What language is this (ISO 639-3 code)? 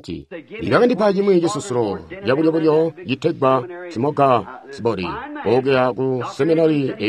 toi